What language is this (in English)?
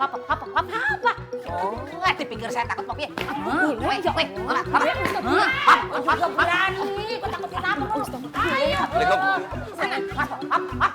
Betawi